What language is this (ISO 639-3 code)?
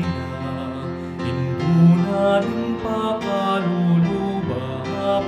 pam